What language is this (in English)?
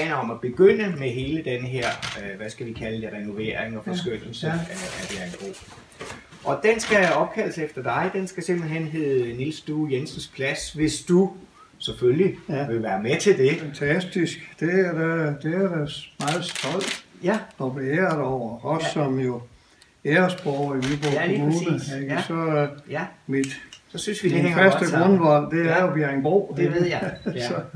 Danish